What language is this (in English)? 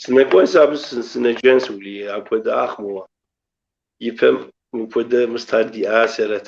Kabardian